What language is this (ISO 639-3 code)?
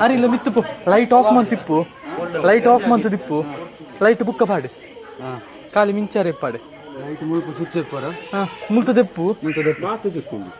tcy